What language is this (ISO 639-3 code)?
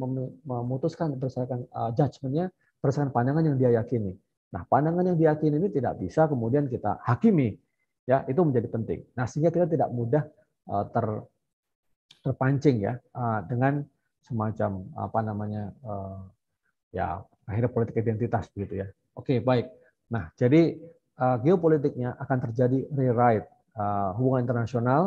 ind